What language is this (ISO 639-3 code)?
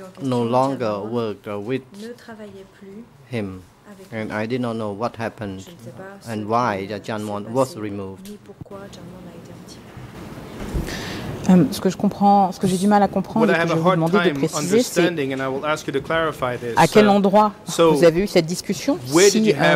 fra